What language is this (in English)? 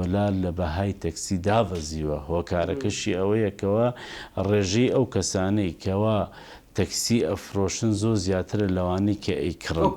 Central Kurdish